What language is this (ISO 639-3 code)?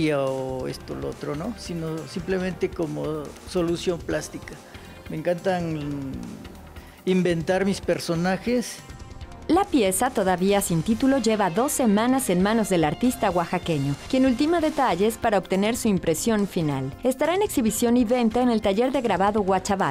spa